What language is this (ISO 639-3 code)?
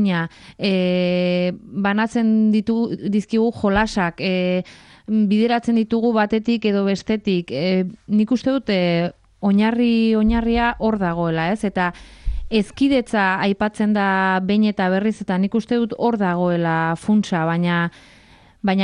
eus